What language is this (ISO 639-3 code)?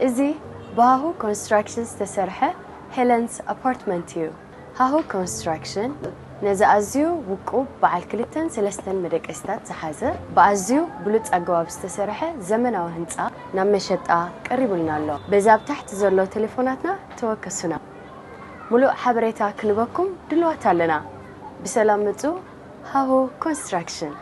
tir